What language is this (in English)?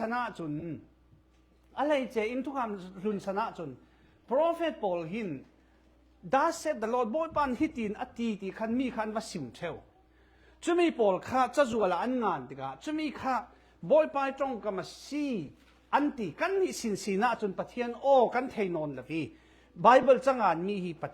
Falam Chin